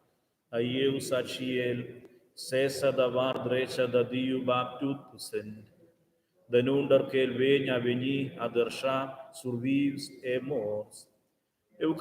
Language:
Romansh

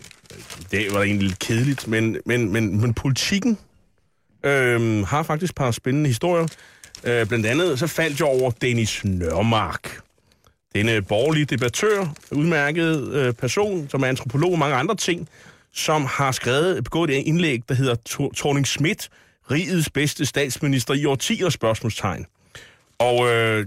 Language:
Danish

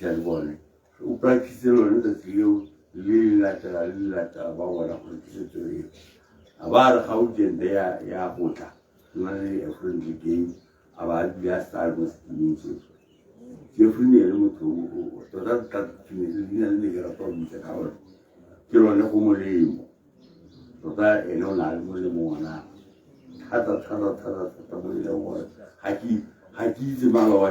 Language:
Tswana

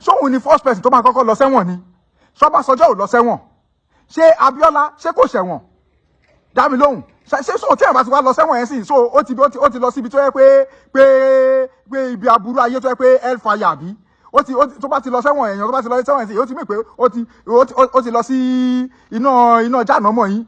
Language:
Yoruba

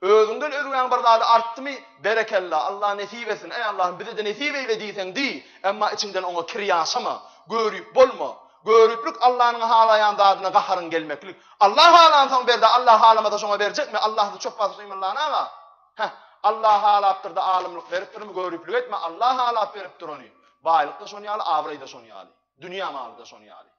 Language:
Turkmen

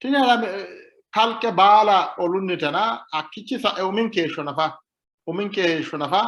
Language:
Sidamo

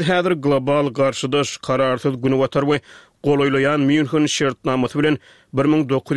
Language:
Turkmen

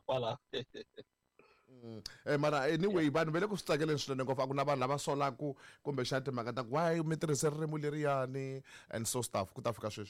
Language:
Tsonga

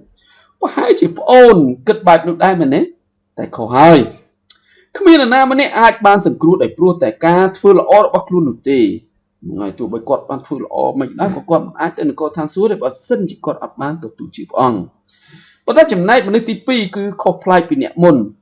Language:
Khmer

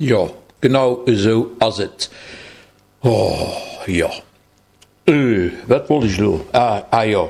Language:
Luxembourgish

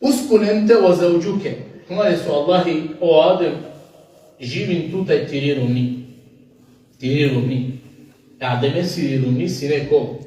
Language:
Balkan Romani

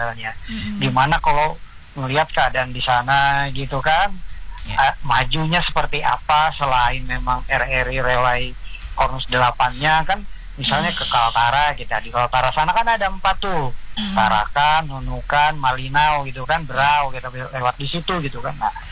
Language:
Indonesian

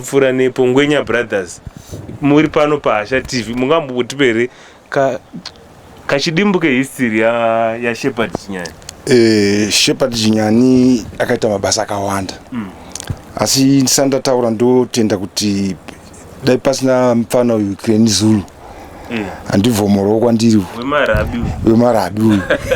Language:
Shona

